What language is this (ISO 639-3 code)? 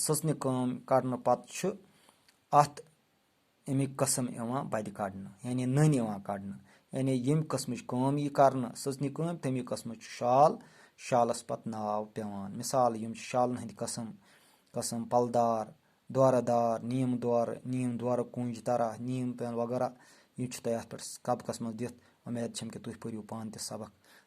kas